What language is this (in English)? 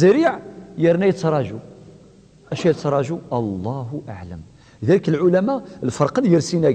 Kabyle